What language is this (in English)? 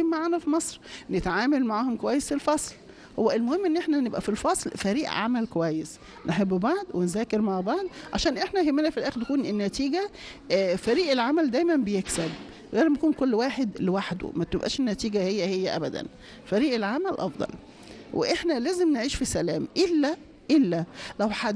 Egyptian Arabic